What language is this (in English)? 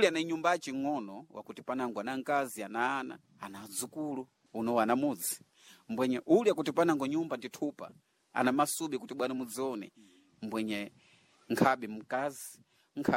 Sena